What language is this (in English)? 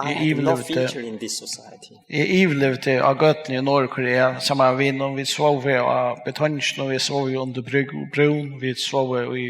Faroese